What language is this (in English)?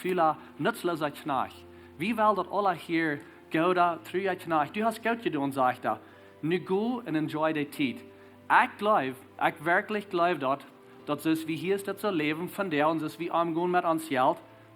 Plautdietsch